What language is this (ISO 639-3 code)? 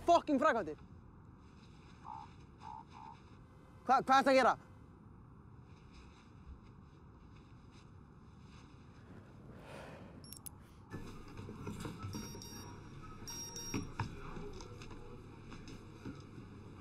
isl